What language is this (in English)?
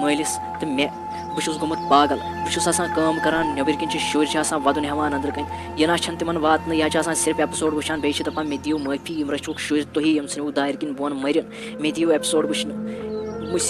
Kashmiri